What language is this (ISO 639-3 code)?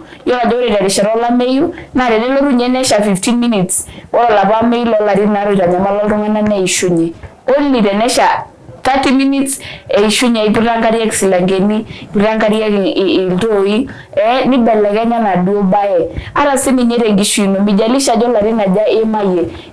mas